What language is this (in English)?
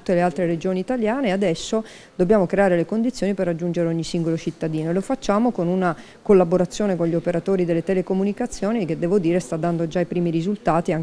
Italian